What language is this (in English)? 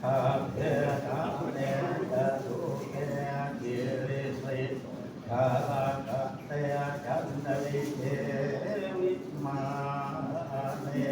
Pali